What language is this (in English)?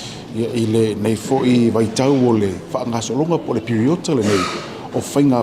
Samoan